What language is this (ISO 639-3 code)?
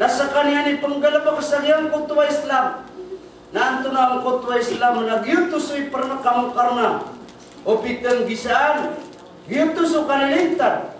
mrw